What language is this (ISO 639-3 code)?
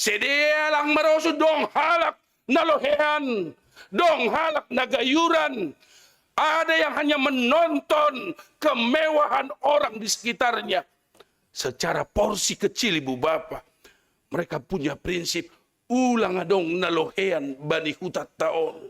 bts